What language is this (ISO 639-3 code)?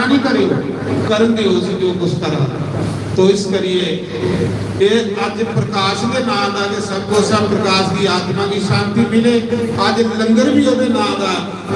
doi